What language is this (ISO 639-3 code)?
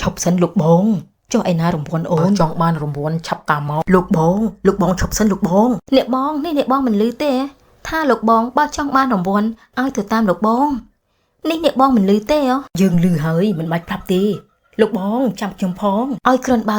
khm